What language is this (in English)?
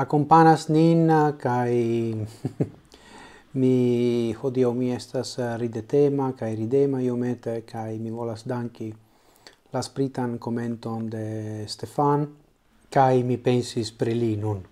Esperanto